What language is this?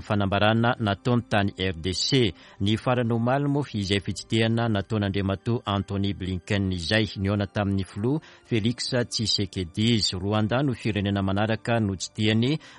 Malagasy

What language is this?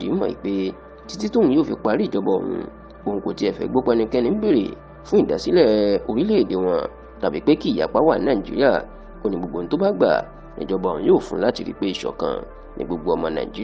Yoruba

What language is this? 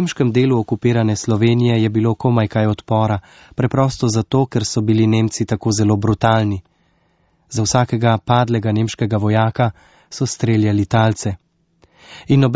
Slovenian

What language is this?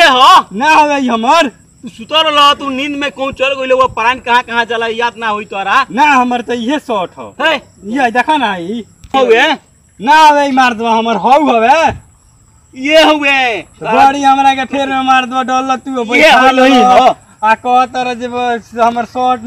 Bhojpuri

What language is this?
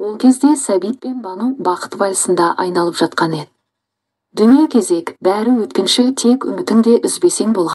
Kazakh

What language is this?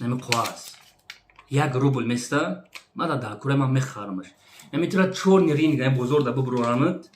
Tajik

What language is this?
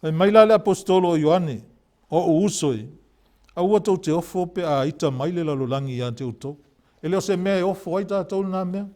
Samoan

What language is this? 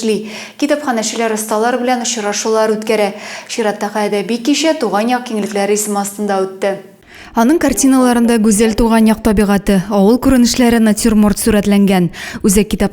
Tatar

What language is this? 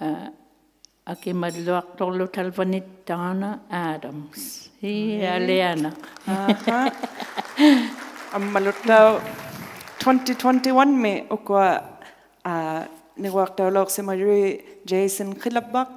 Inuktitut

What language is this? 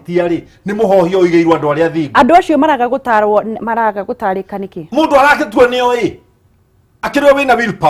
Kikuyu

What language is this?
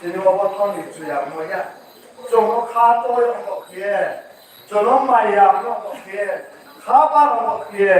Riang (India)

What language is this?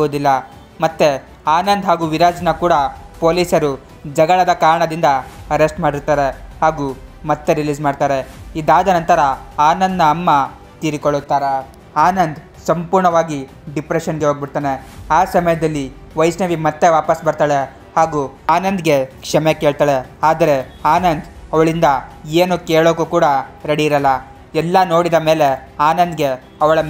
Kannada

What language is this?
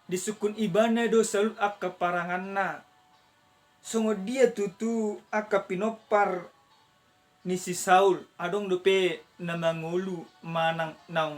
Batak Toba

